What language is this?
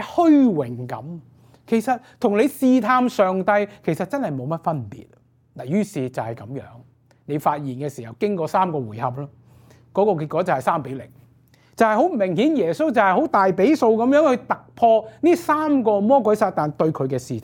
Cantonese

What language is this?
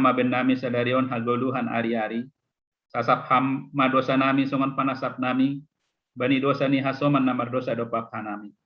Batak Simalungun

